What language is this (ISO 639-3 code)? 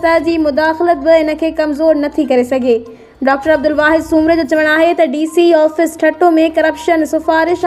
snd